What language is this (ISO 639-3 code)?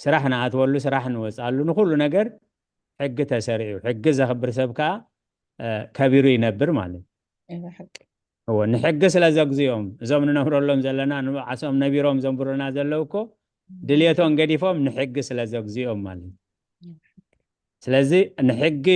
tir